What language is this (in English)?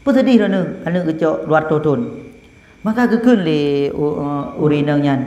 Achinese